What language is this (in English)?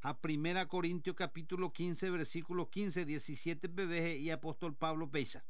Guarani